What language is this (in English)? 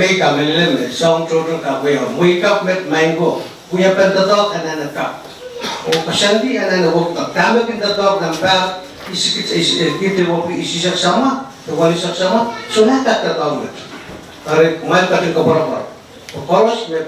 Pohnpeian